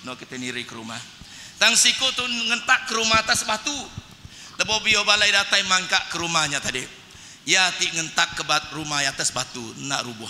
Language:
Iban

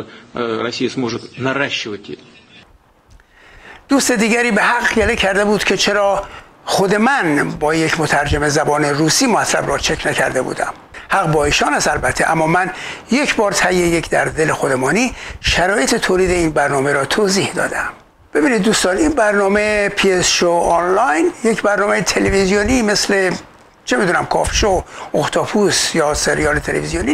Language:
Persian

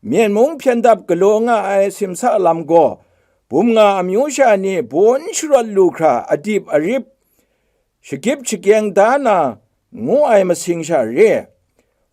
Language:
Kachin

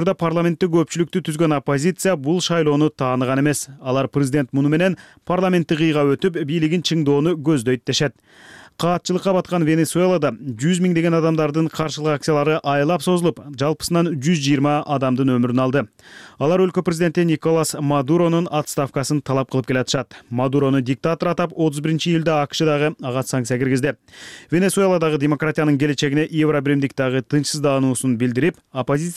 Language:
Kyrgyz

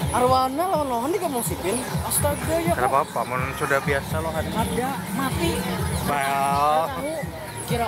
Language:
Banjar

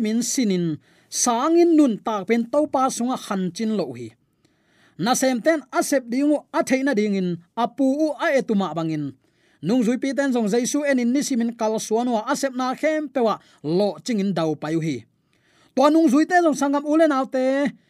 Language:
Tedim Chin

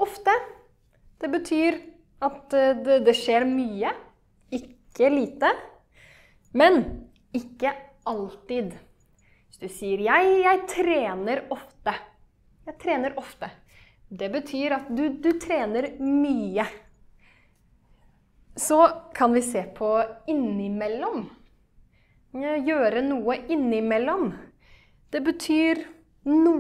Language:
Norwegian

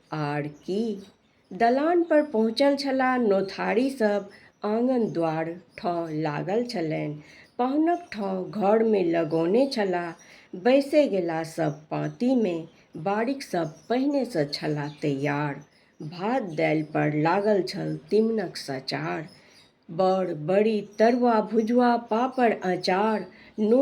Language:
Maithili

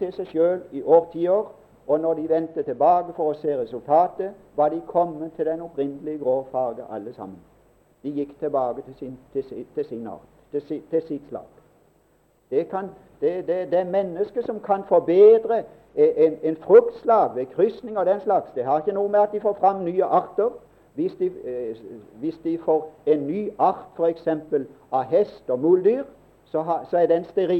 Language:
Norwegian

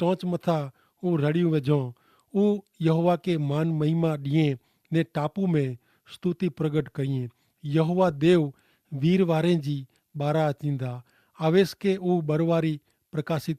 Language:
Kachhi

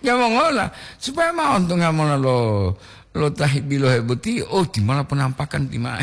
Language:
Gorontalo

